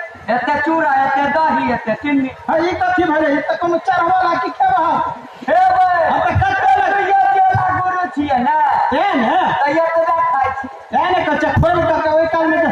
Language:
Maithili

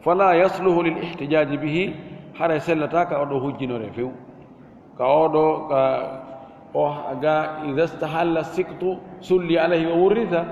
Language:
Fula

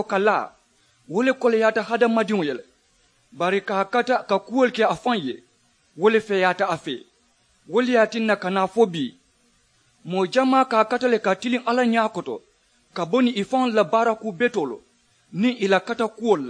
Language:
Mandingo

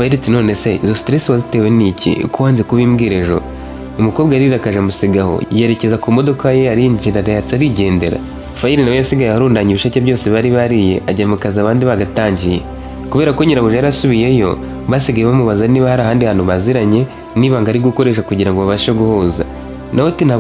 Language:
Kinyarwanda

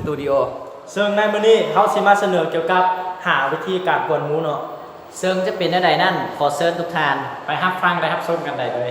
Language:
Lao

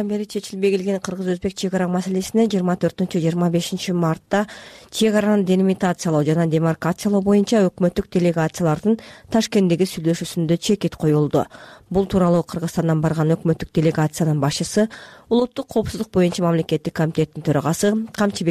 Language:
Kyrgyz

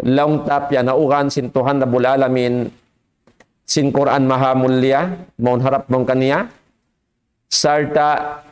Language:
Tausug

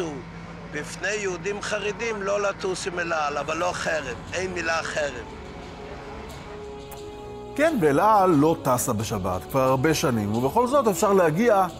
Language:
Hebrew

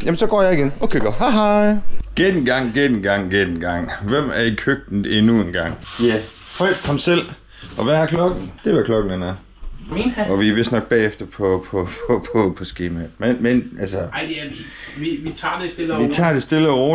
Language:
Danish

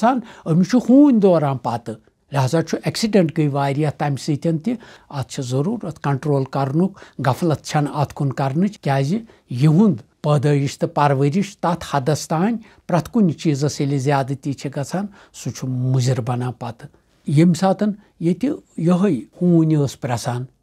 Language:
Kashmiri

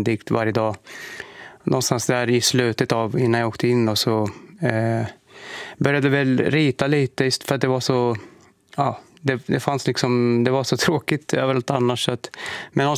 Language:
Swedish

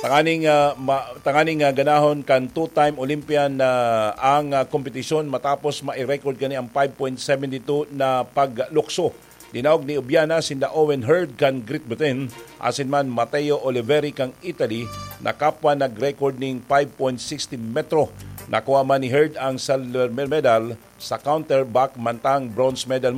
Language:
Bikol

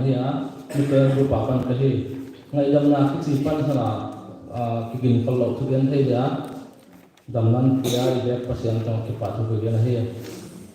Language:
Paite Chin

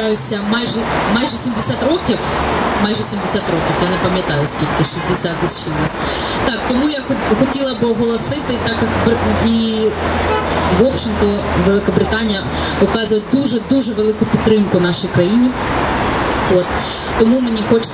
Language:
Ukrainian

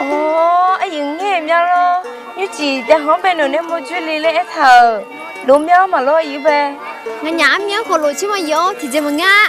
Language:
Akha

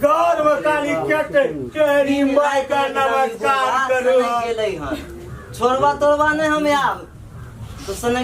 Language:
Maithili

